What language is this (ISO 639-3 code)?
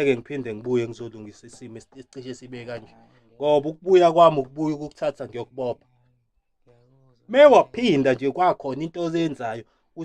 zul